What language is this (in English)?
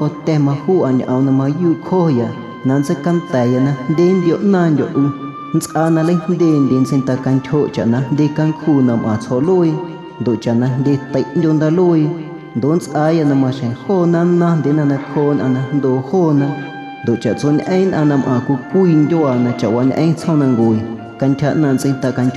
Guerrero Amuzgo